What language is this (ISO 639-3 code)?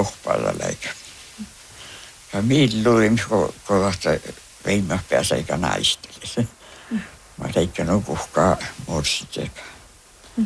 sme